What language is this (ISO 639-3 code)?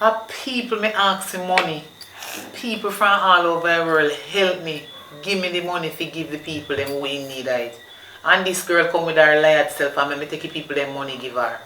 jam